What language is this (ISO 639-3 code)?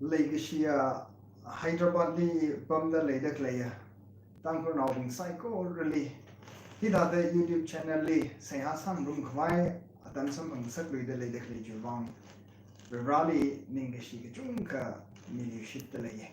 nmf